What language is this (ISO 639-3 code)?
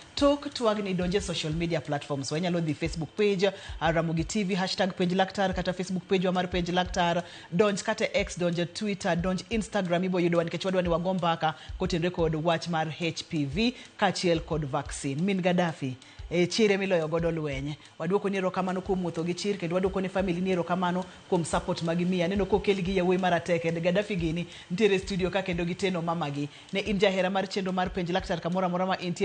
luo